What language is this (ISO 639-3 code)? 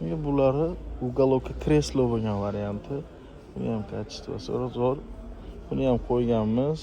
uzb